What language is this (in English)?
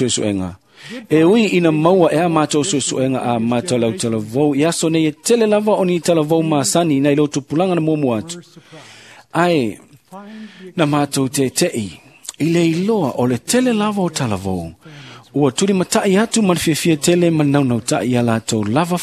Samoan